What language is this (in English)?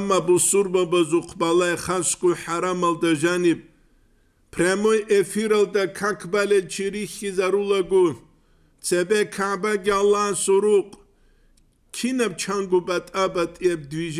Avaric